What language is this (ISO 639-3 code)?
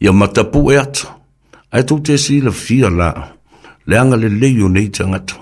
smo